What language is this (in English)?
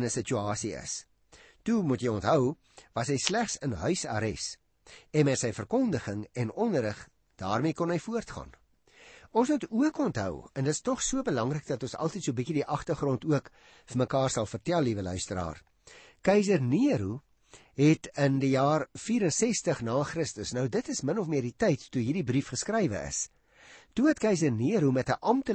Afrikaans